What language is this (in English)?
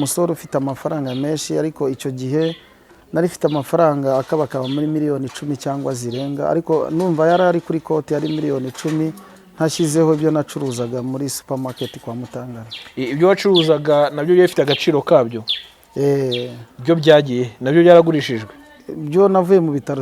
Kinyarwanda